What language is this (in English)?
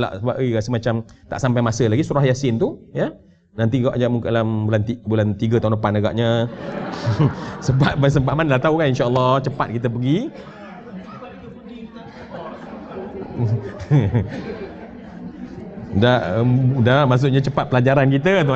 Malay